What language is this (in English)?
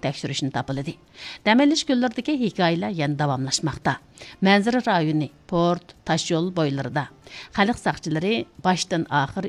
Uyghur